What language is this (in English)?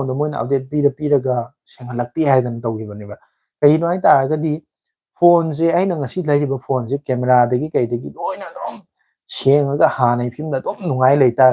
Manipuri